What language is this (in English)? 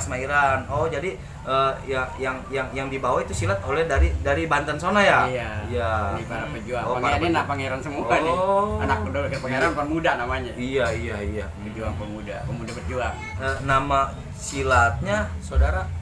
Betawi